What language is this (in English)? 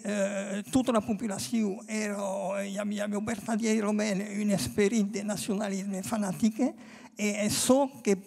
Occitan